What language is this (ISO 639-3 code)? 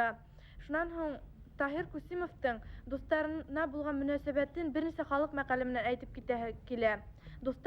bak